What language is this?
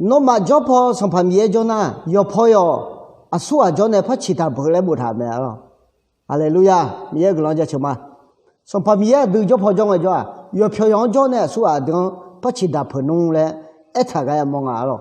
Akha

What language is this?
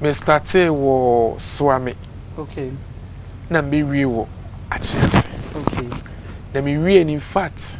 Akan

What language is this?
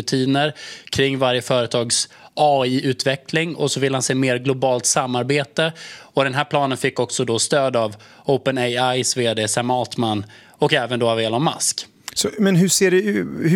Swedish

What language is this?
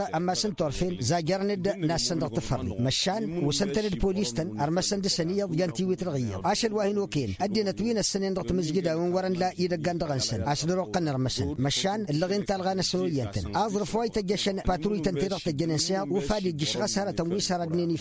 Tamasheq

